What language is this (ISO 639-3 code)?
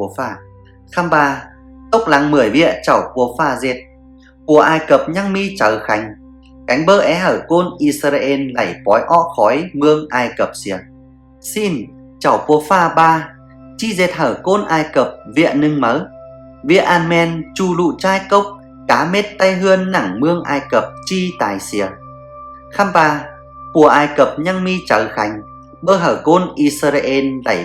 blt